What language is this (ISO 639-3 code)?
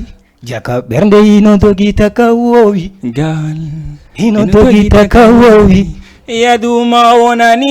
ful